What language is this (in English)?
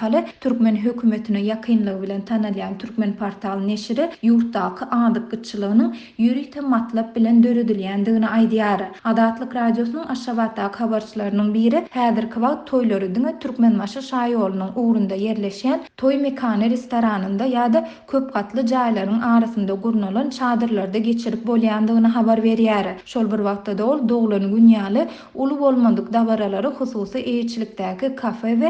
Turkmen